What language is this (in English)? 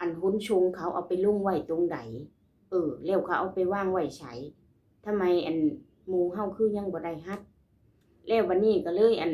Lao